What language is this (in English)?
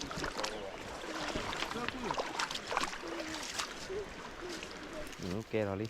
S'gaw Karen